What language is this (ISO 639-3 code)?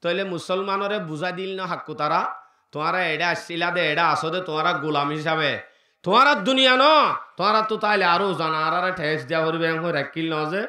rhg